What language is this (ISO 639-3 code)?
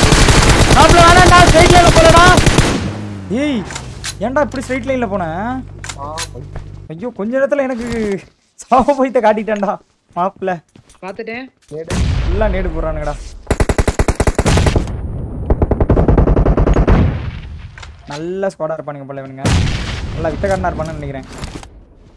tam